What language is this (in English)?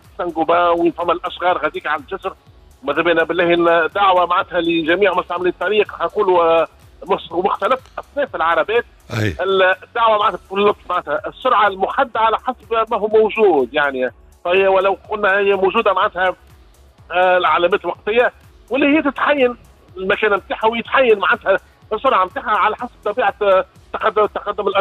Tunisian Arabic